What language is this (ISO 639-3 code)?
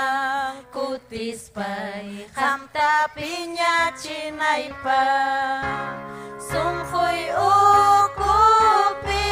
quy